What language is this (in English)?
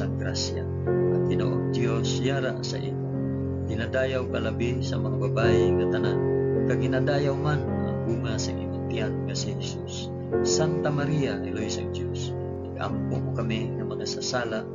Hiligaynon